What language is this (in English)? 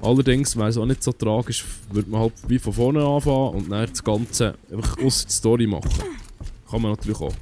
Swiss German